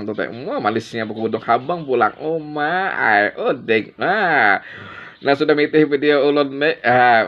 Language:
Banjar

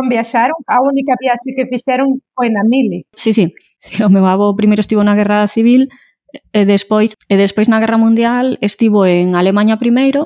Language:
Galician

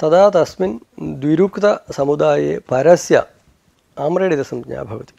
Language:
Sanskrit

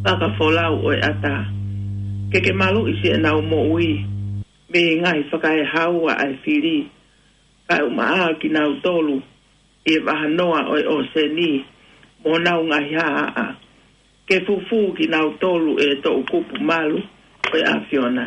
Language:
Tongan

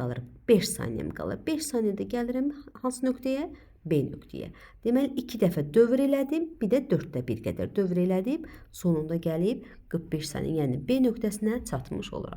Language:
Azerbaijani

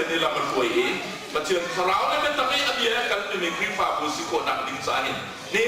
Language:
Hakha Chin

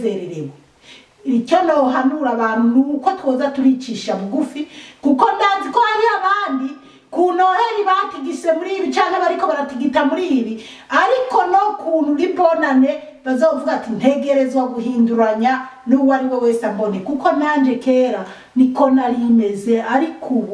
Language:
Rundi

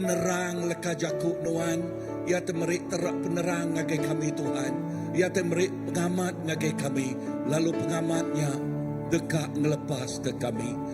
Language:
Iban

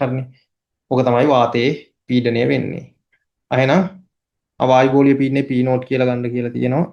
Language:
Sinhala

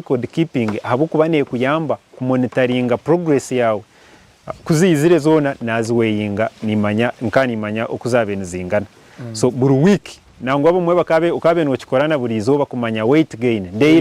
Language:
Nyankole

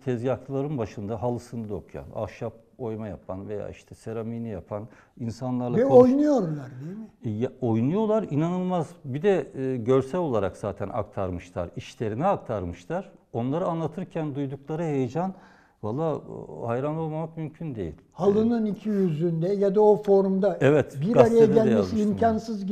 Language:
Turkish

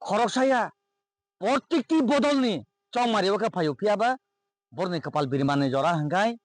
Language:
Kok Borok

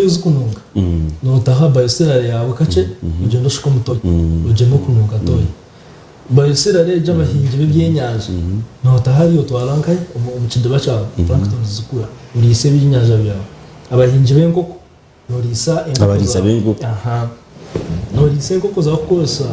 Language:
Nyankole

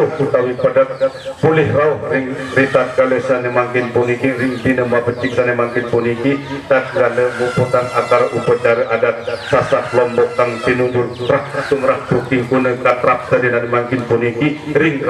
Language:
Sasak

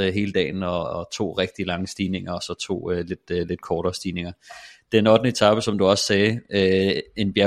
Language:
Danish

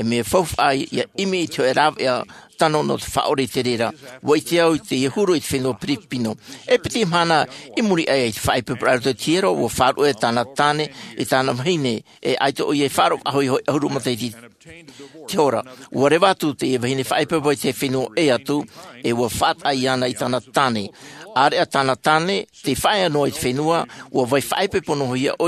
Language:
Tahitian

